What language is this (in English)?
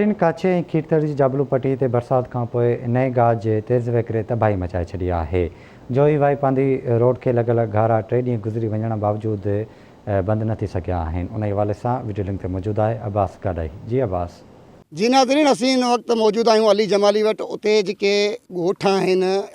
Sindhi